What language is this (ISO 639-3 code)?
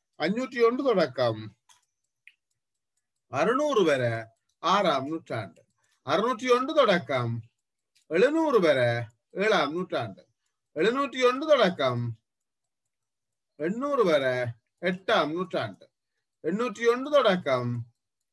tam